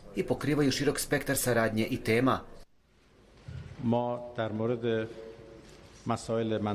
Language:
Bosnian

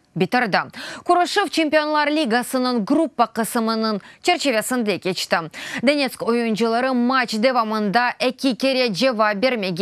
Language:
Crimean Tatar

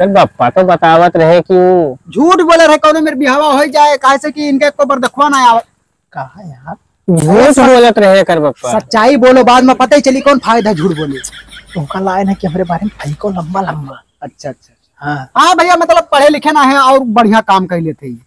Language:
Awadhi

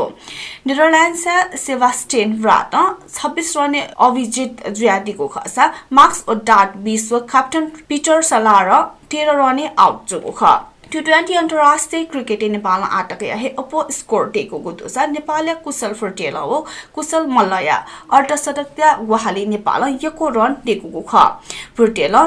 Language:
Newari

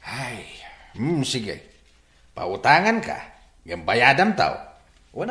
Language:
Iloko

